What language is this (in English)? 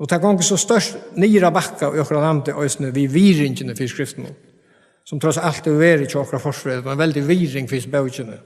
Faroese